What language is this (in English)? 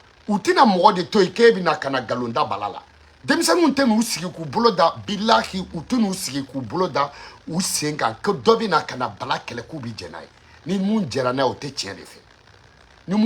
Bambara